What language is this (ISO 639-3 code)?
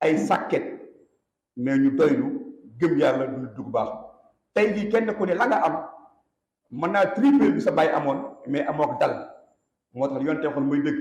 wol